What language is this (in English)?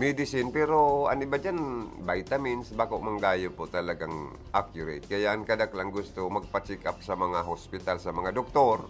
Bikol